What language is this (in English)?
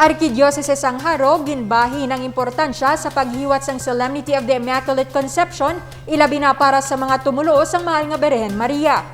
Hiligaynon